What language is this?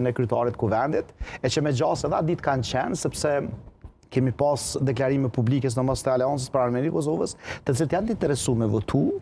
Albanian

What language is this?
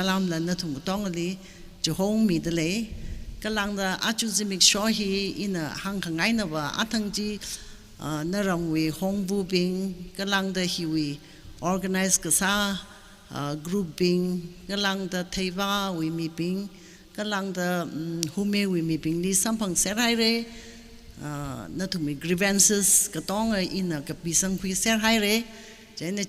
Tangkhul Naga (India)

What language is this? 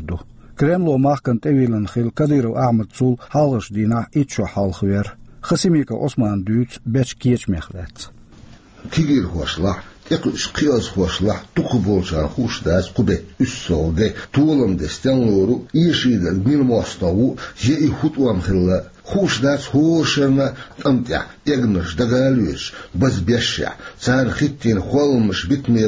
Chechen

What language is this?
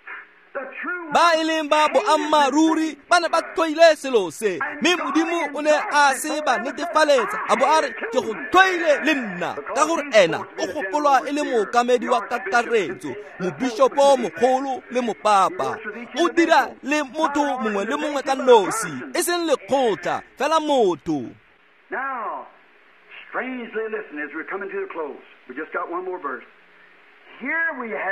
Tswana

